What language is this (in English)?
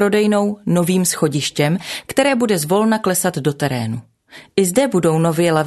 Czech